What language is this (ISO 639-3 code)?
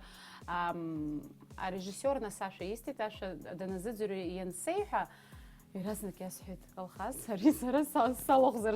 abk